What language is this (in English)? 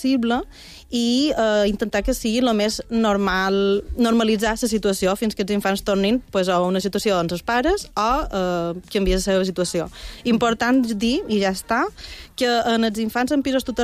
Catalan